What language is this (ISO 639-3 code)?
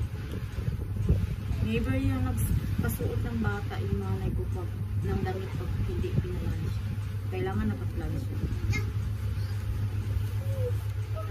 fil